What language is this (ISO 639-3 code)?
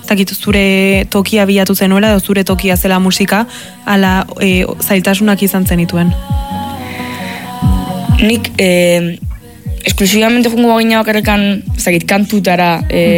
eus